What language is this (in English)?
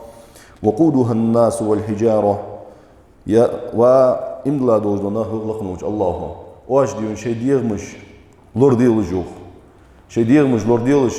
Ingush